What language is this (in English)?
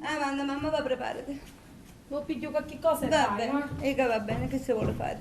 Sicilian